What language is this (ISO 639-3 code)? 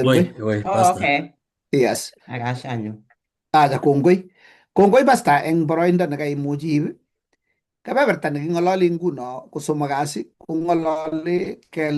kln